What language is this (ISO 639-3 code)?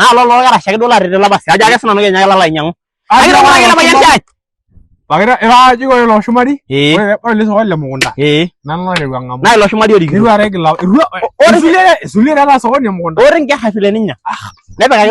mas